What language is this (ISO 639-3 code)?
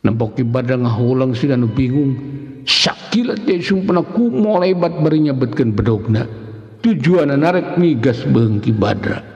sun